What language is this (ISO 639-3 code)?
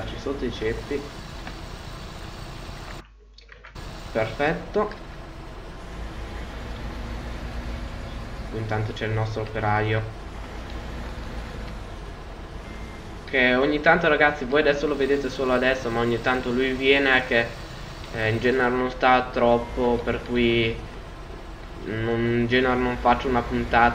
ita